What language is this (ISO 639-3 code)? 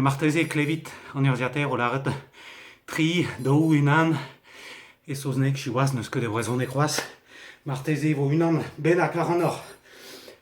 bre